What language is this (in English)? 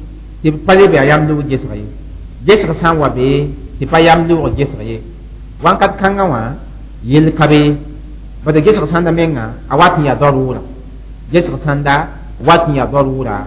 Mossi